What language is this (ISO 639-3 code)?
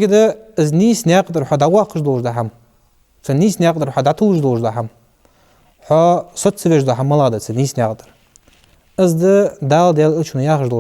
inh